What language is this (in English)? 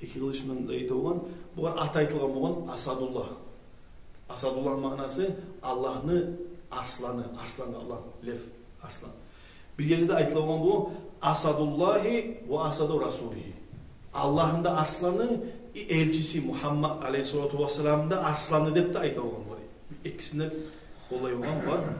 Kumyk